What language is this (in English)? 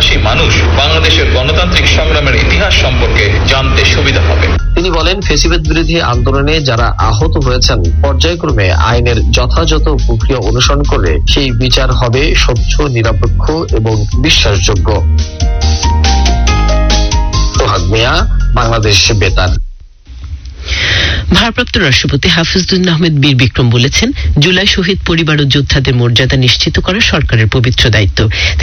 Bangla